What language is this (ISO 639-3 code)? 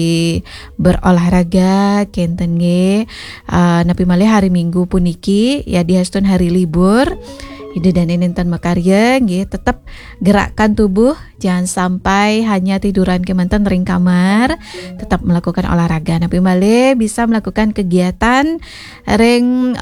ban